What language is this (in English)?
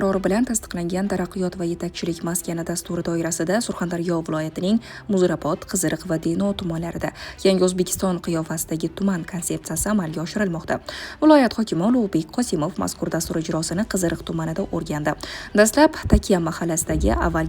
Uzbek